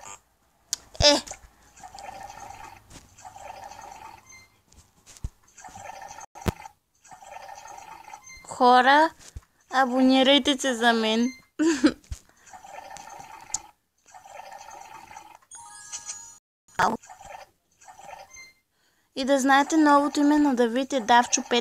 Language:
Bulgarian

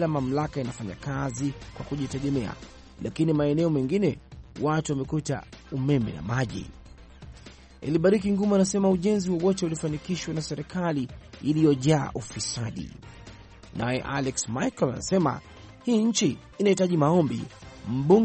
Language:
Swahili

